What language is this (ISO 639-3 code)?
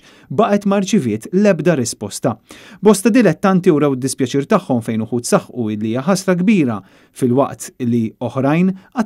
mlt